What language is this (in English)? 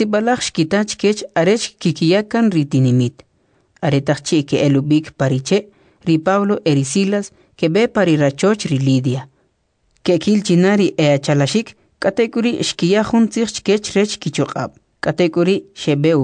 Kʼicheʼ